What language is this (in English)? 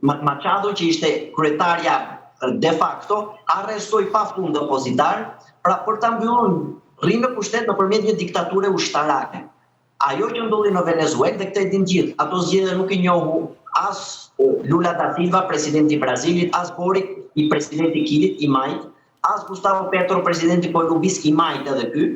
Albanian